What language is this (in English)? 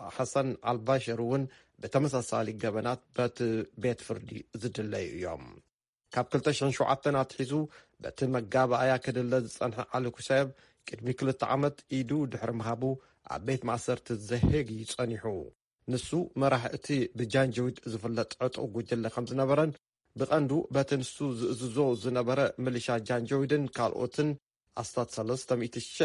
Tigrinya